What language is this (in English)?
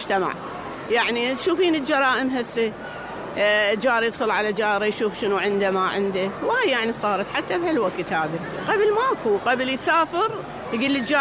Mesopotamian Arabic